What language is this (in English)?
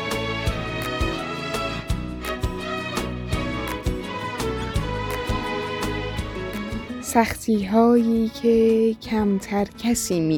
Persian